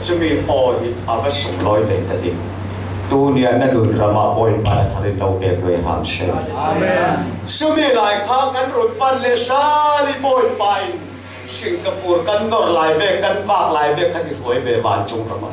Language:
Falam Chin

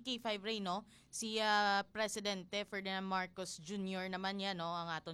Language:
Hiligaynon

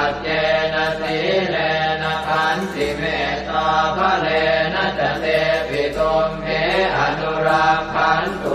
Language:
Pali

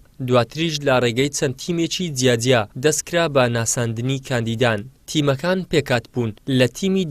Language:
Central Kurdish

